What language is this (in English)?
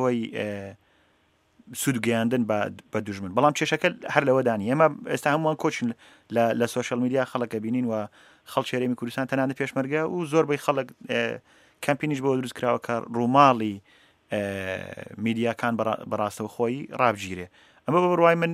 Central Kurdish